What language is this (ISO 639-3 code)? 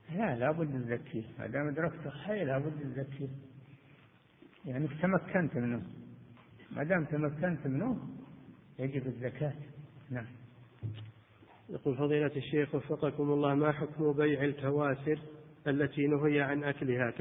ara